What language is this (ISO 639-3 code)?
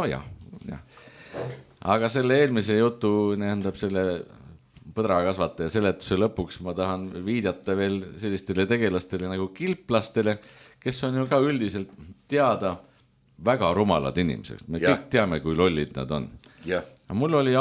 est